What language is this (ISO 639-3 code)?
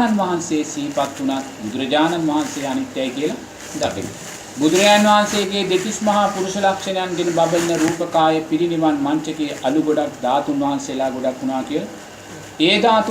sin